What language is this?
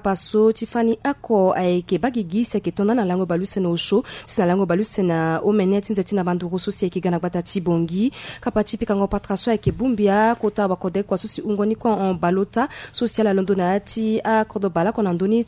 Sango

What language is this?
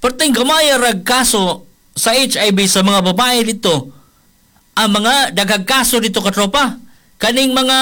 Cebuano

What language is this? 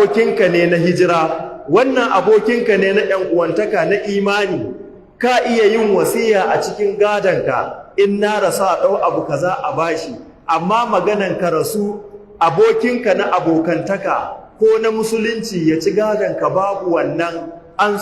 Hausa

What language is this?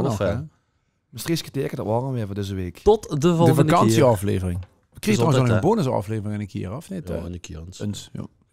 Limburgish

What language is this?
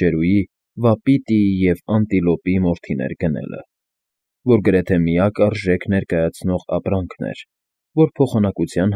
Armenian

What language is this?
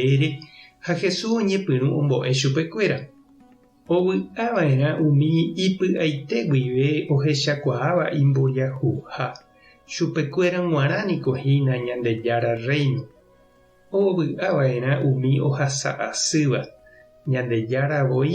Guarani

